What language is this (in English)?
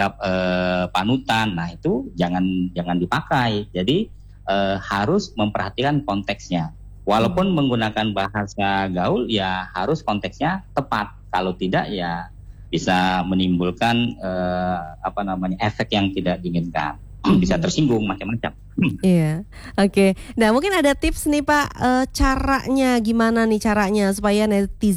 Indonesian